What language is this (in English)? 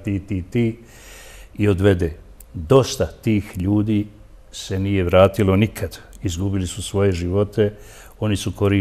Bosnian